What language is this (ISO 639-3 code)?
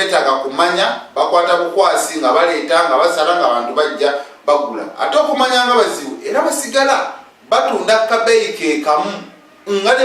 lug